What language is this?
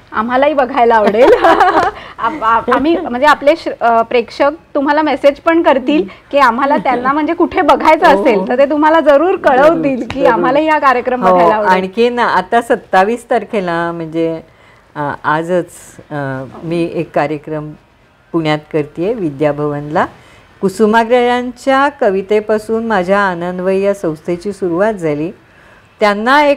Marathi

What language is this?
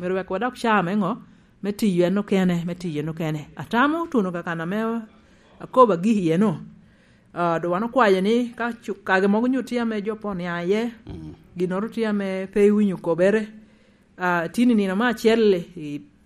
Lango (Uganda)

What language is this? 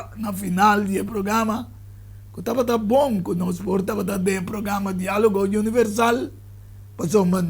Papiamento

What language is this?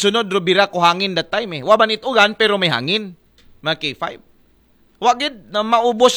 Aklanon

